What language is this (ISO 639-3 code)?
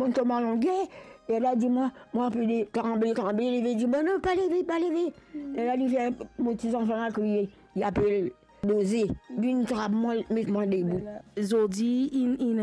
mfe